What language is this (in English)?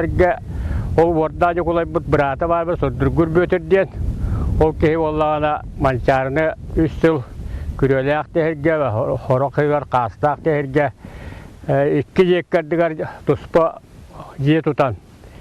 Yakut